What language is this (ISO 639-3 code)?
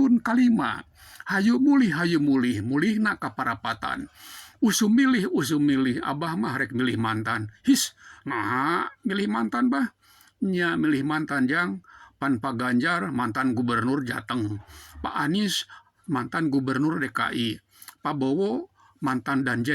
sun